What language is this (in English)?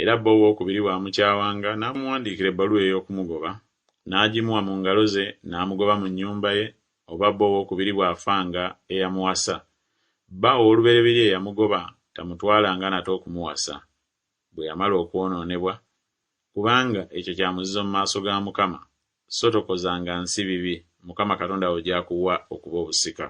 Ganda